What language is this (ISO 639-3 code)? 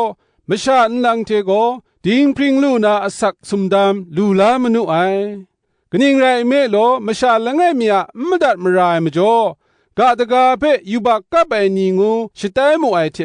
kac